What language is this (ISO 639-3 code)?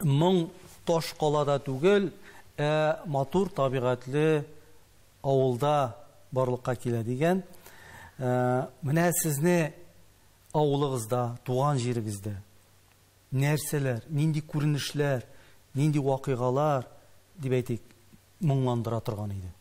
tat